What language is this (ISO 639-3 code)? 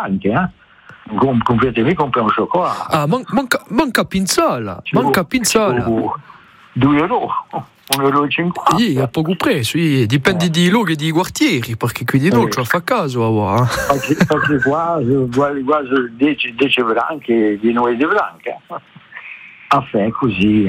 ita